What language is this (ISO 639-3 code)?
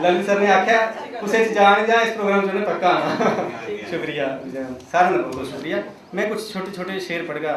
doi